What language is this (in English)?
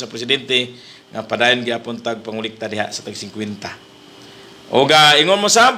Cebuano